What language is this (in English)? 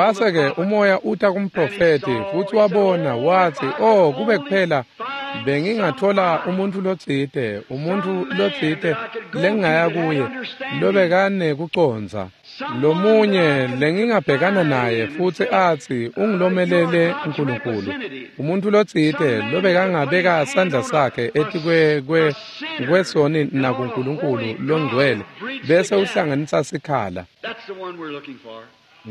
Swati